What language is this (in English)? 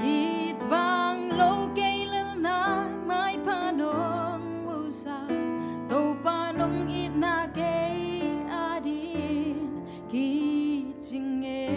Tedim Chin